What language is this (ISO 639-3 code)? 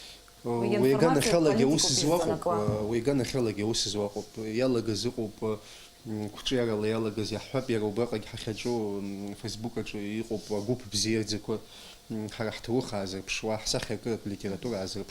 abk